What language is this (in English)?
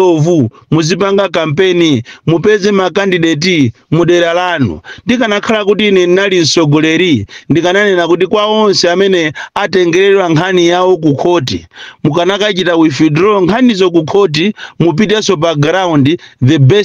Nyanja